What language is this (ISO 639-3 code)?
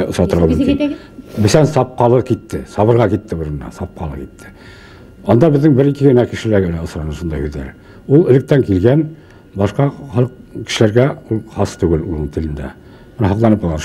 bak